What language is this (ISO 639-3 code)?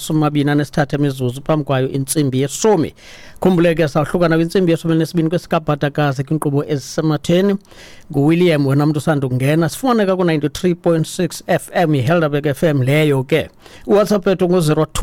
xho